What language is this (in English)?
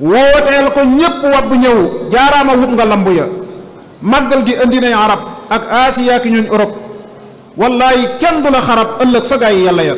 Wolof